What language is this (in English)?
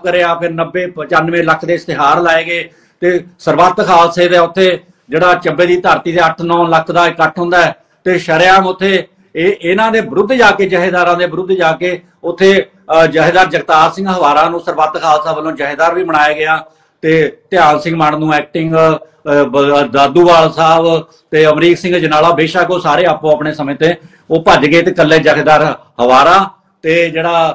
Punjabi